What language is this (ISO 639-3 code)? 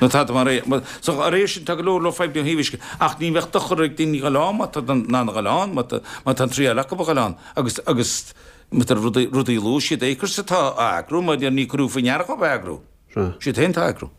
gle